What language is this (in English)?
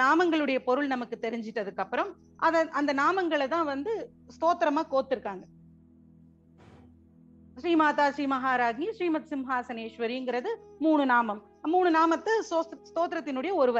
Tamil